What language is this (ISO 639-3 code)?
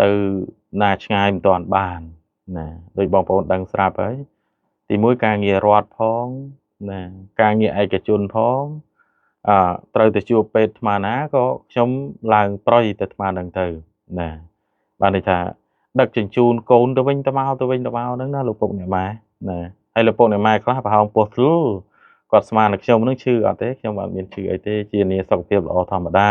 khm